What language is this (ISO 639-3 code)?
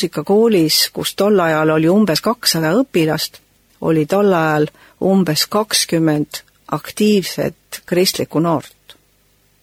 est